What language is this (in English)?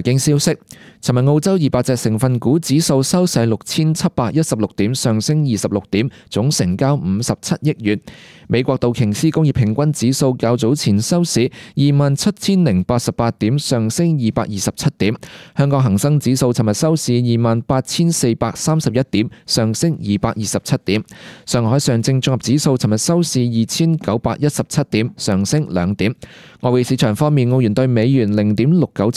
Cantonese